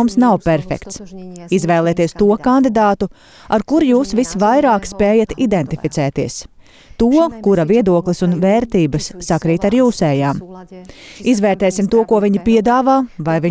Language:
Latvian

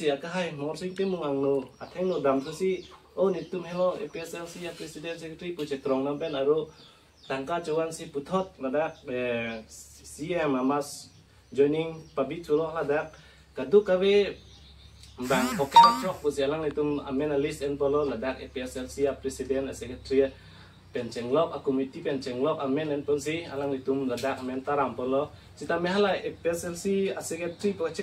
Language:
Karbi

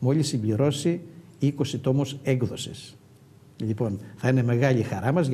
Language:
Greek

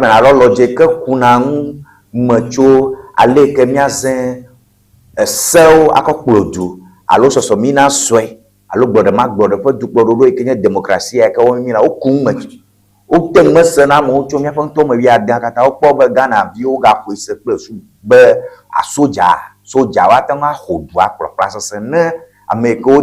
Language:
Ewe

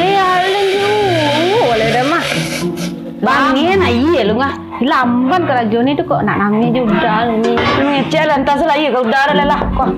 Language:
Minangkabau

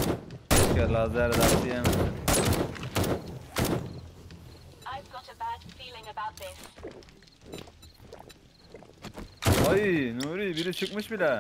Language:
Turkish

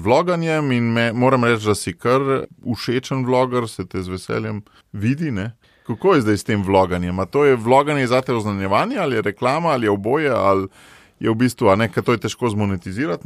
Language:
Slovenian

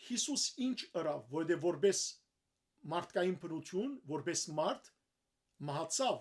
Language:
Western Armenian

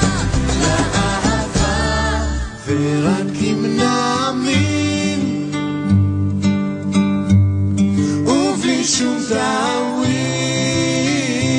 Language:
Hebrew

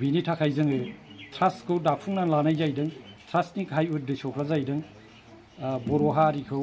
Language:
Bodo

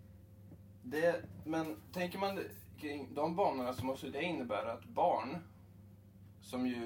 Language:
Swedish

